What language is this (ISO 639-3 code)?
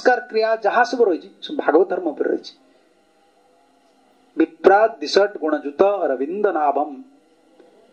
ori